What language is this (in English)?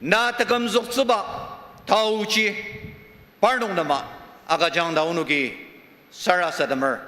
Ao Naga